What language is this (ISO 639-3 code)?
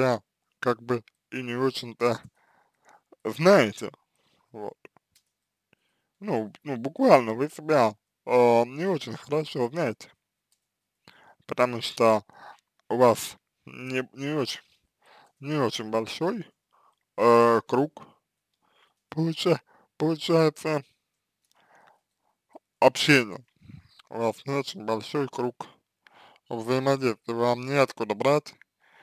rus